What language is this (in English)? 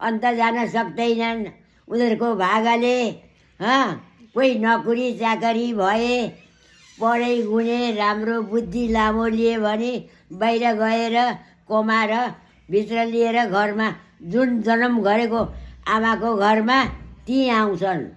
Nepali